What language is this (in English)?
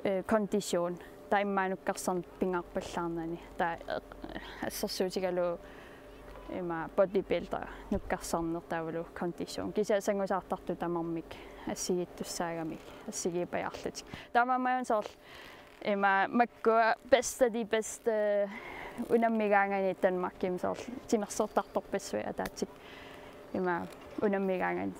Kalaallisut